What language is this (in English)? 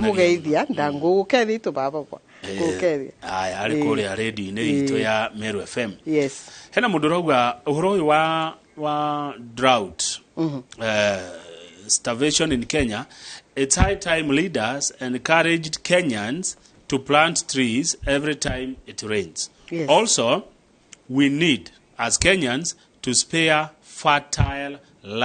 Kikuyu